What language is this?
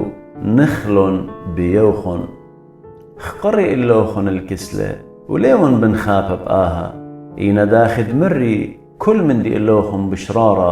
Assyrian Neo-Aramaic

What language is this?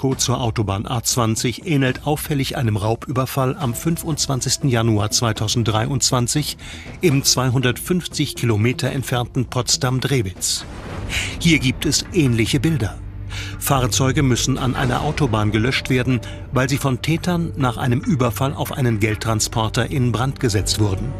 German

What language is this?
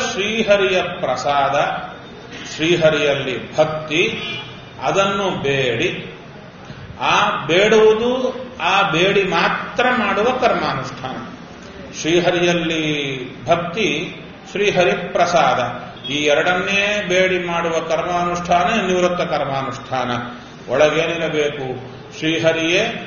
Kannada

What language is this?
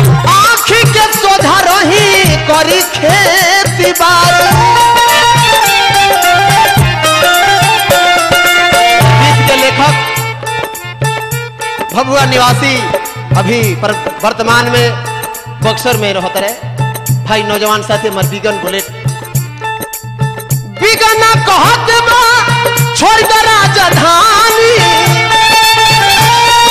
Bhojpuri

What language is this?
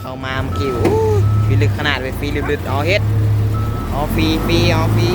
Northeastern Thai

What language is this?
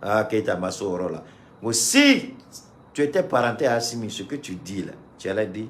Bambara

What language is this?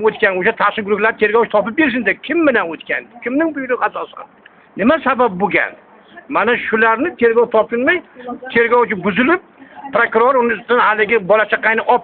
Uzbek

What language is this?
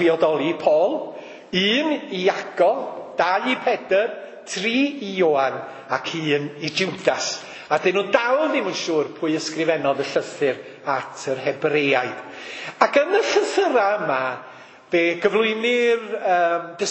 Welsh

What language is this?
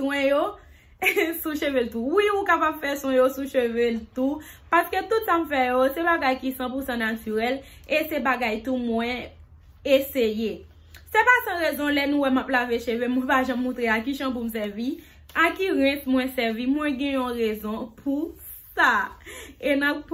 Haitian Creole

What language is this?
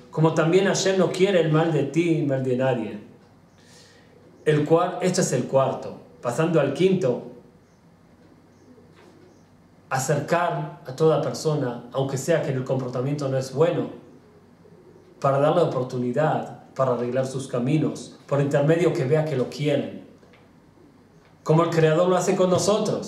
Spanish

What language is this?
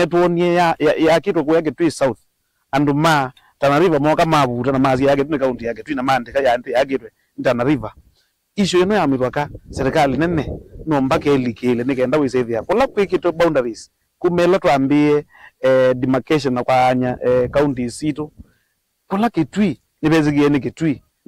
Kamba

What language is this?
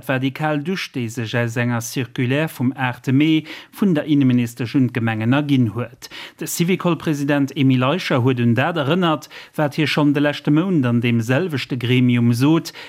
Luxembourgish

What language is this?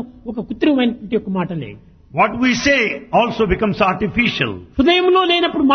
Telugu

